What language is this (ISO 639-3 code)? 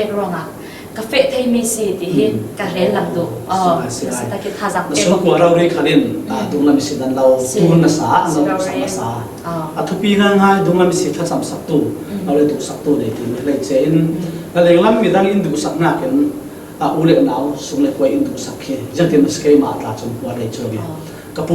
cfm